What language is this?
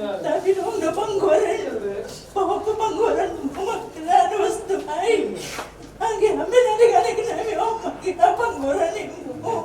Batak Simalungun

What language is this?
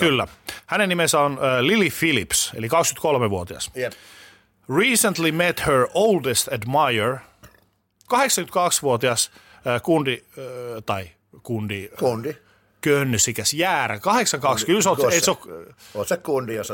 Finnish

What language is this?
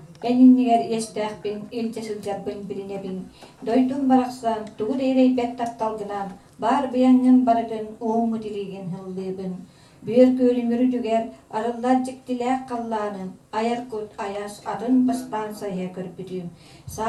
Yakut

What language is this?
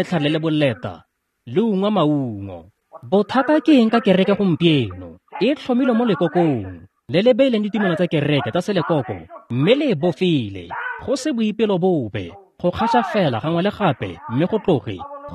Tswana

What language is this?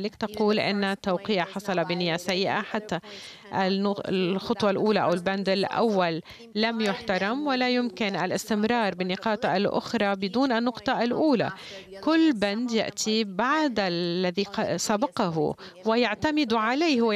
Arabic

